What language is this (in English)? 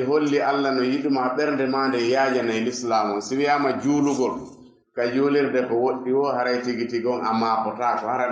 Fula